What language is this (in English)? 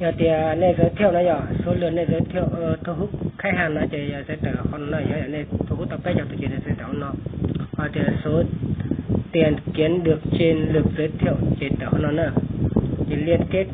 Hmong